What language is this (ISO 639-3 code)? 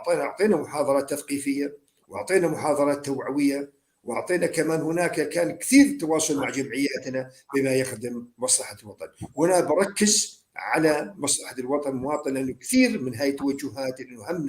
apc